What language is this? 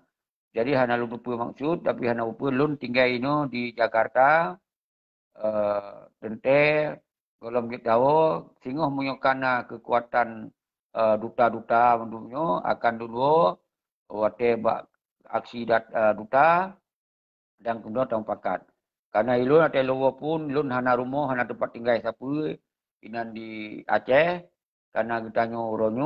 Achinese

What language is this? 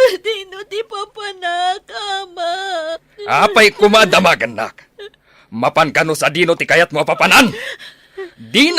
Iloko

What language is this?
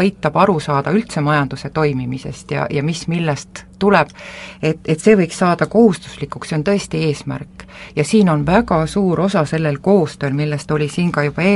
Estonian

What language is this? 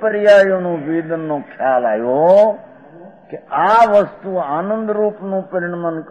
Gujarati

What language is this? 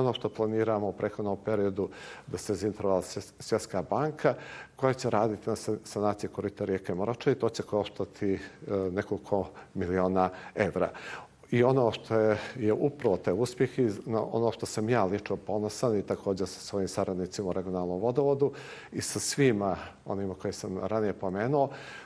Bosnian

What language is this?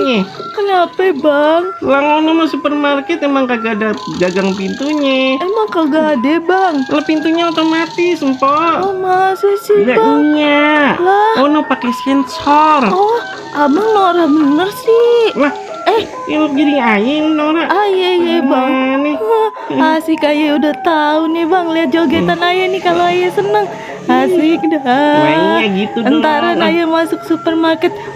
Betawi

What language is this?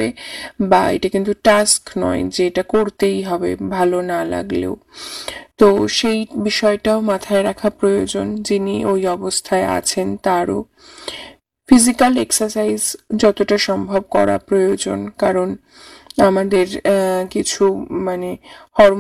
Bangla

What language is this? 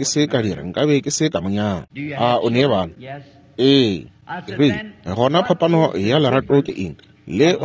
Northern Sotho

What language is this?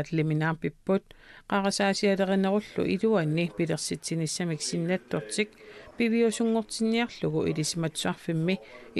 Kalaallisut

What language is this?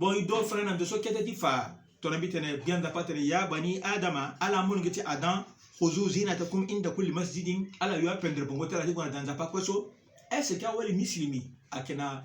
Sango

